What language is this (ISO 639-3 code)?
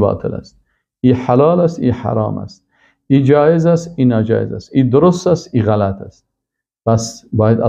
fas